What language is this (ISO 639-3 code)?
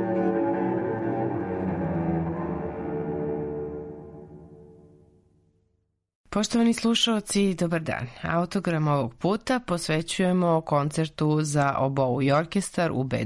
srp